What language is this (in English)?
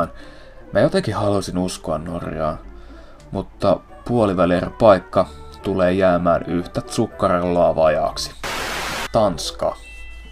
Finnish